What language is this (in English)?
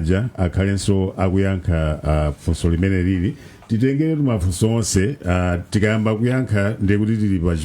Nyanja